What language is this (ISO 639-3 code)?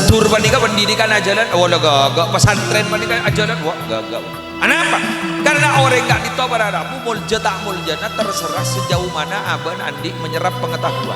mad